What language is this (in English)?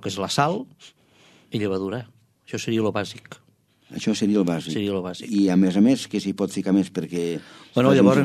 Catalan